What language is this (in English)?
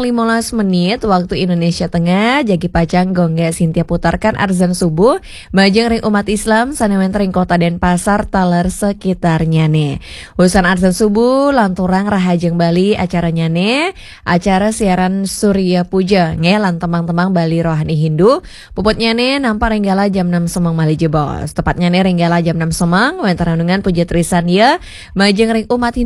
Balinese